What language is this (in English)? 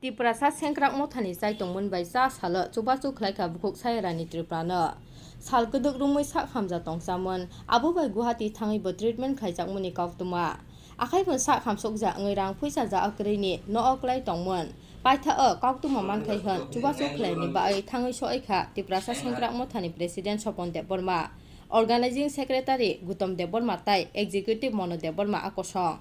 Kok Borok